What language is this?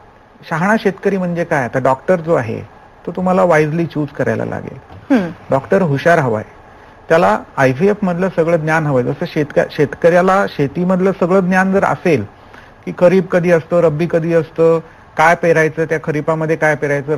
Marathi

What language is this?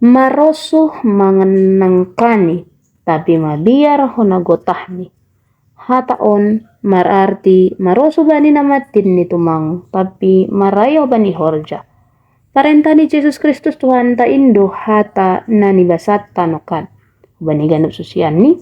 Batak Simalungun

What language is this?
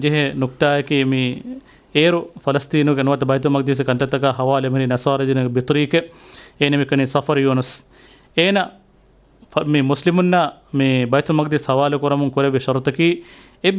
Divehi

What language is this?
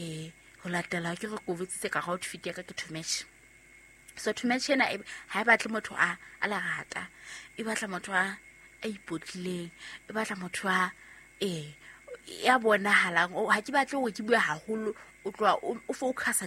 Southern Sotho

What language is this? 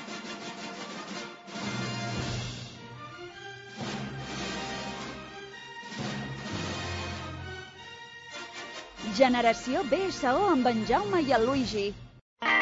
Catalan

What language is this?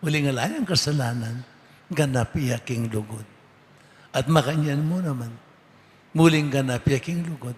Pampanga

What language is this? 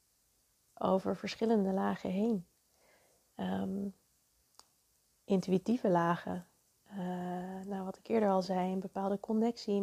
Dutch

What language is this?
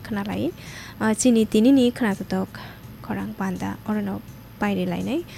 Kok Borok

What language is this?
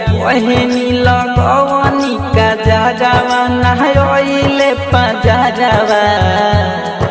Bhojpuri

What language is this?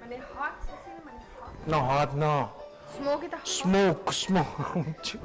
Papiamento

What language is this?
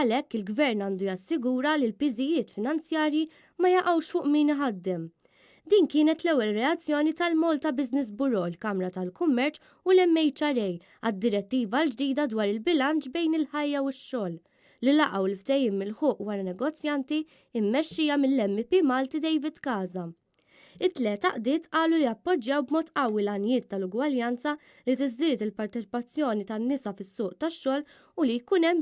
Maltese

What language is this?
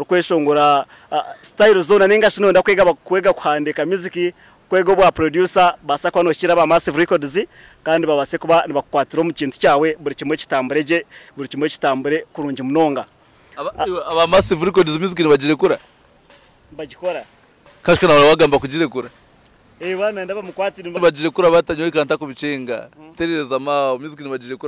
Nyankole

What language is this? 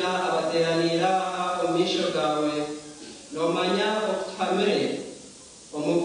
Nyankole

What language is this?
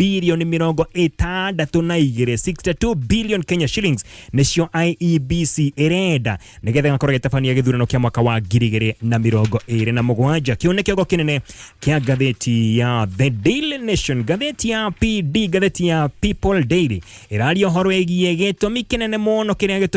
Kikuyu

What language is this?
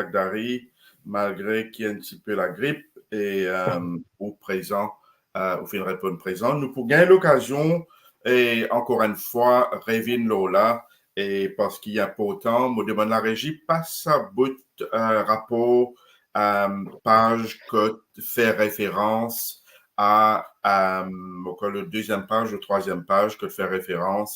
Morisyen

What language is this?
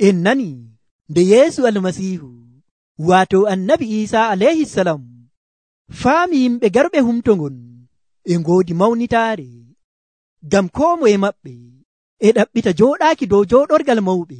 Nigerian Fulfulde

